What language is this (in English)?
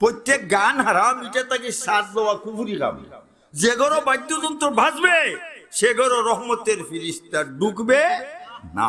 Sylheti